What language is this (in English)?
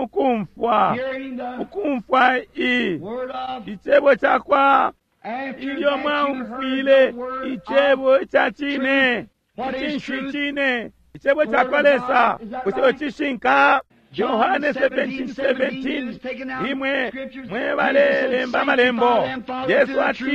Bemba